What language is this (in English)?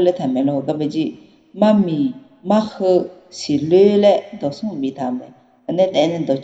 Akha